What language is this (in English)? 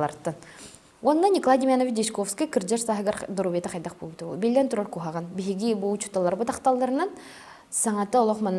Yakut